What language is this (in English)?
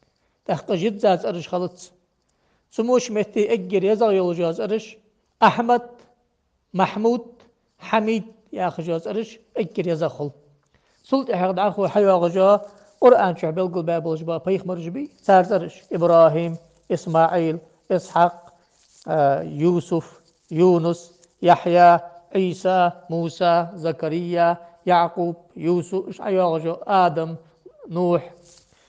Ingush